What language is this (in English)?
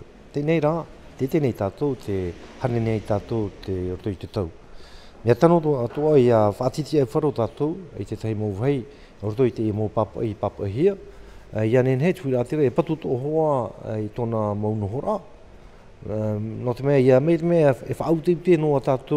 Tahitian